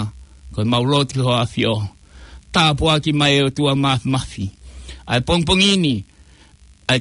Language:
Tongan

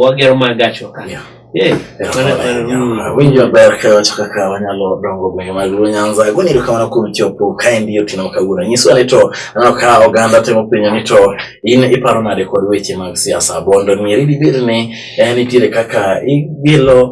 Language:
Luo (Kenya and Tanzania)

